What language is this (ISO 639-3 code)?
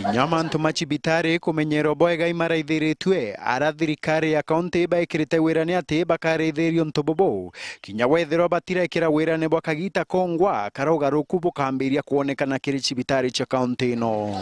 mer